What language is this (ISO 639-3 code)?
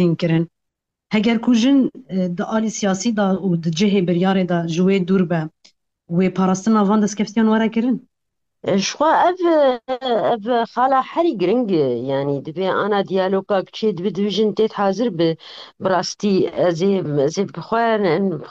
kur